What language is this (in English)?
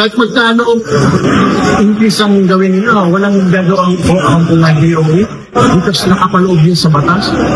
Filipino